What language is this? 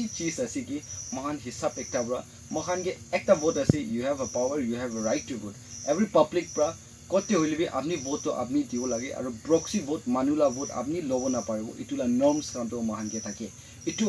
Naga Pidgin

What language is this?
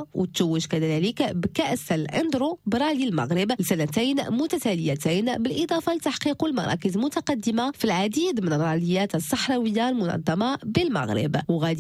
Moroccan Arabic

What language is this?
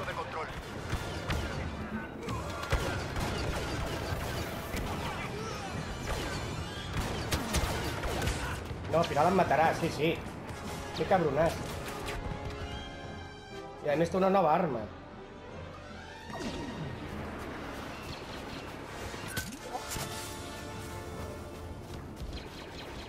Catalan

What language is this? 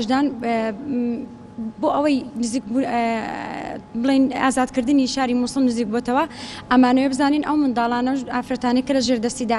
Central Kurdish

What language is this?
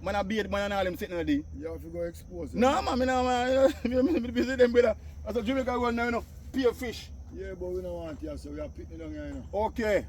Jamaican Creole English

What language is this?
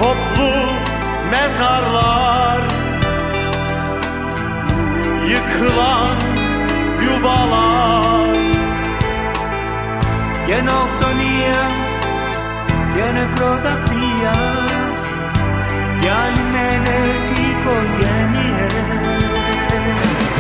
Greek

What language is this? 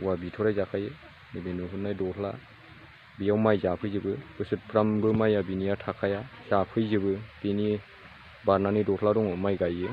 Bodo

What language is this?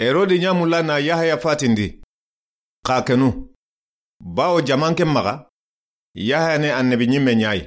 Soninke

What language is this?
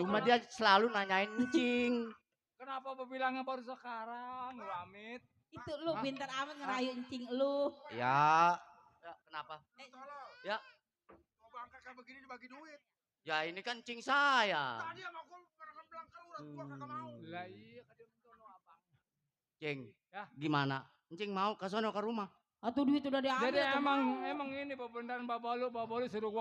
Betawi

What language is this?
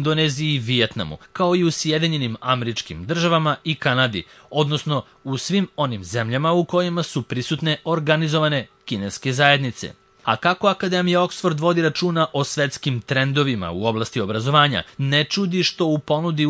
Serbian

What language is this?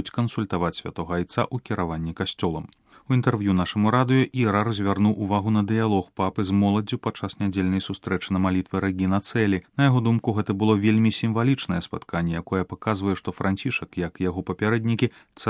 Belarusian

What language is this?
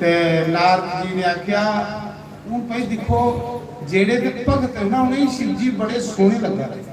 Dogri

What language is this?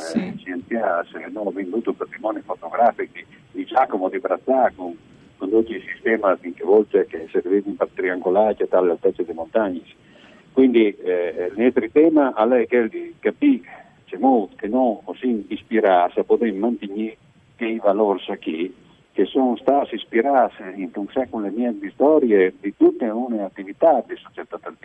Friulian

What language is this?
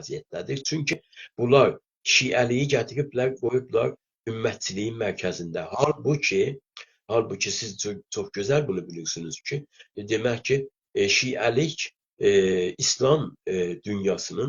South Azerbaijani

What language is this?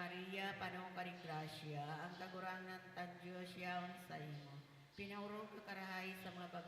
Bikol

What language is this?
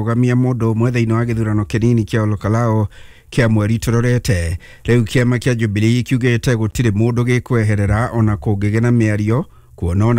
Kikuyu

